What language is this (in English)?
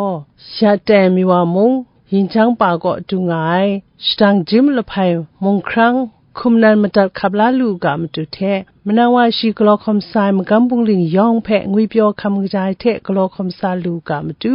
Kachin